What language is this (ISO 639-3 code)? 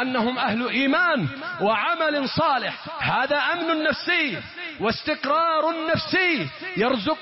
ara